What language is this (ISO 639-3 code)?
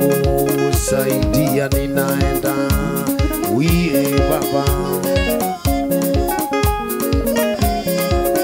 swa